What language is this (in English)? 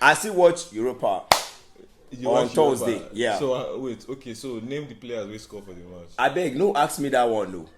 Nigerian Pidgin